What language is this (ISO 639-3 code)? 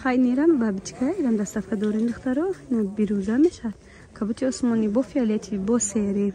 tgk